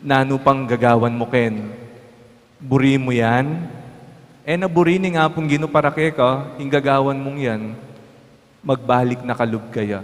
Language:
Pampanga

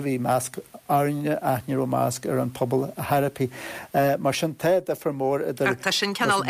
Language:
Irish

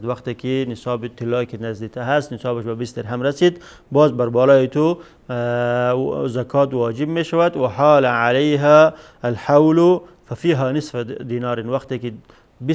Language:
Persian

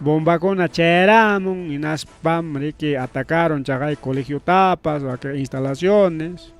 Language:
Ayacucho Quechua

